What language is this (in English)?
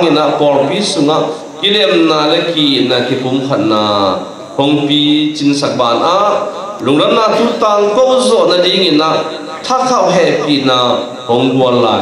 Tedim Chin